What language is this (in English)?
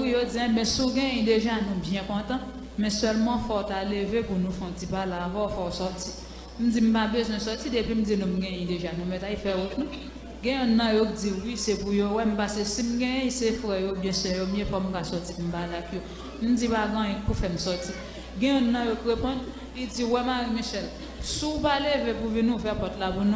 Haitian Creole